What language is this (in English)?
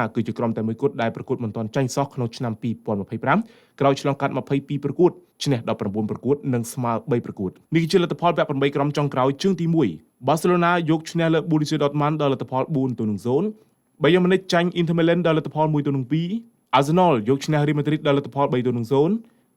Khmer